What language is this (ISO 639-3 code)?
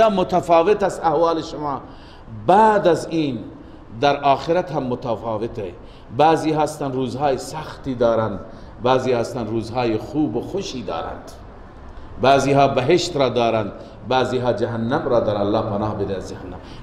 fas